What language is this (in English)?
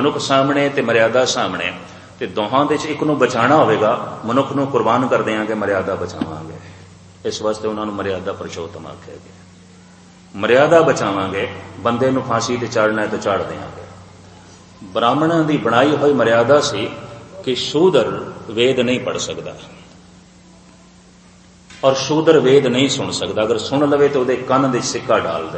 Punjabi